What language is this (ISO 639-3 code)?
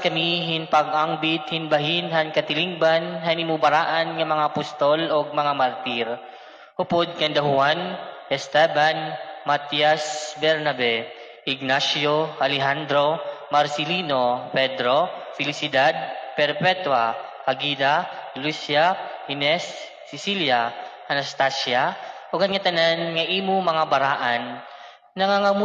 war